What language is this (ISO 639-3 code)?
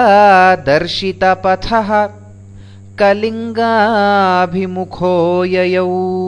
san